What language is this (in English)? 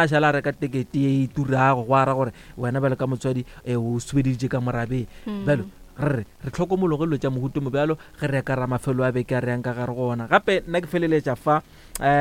Northern Sotho